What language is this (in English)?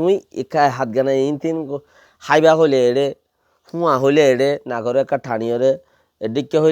Rohingya